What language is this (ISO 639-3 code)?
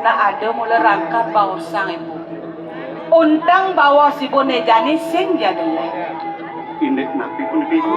ban